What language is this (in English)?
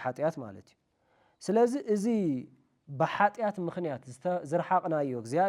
Tigrinya